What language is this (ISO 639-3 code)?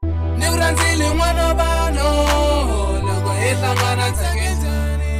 tso